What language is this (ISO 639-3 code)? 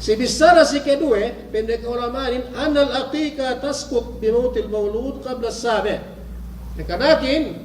yka